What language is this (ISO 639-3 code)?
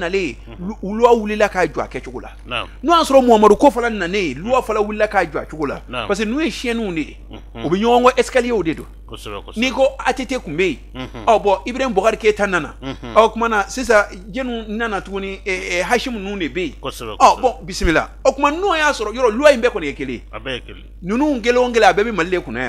bam